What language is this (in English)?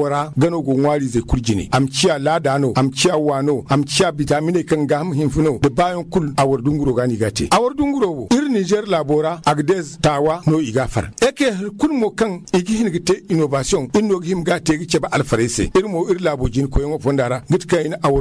Zarma